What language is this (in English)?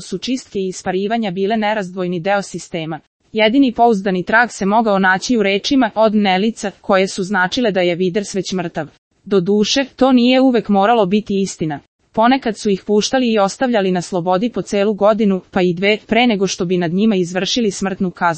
Serbian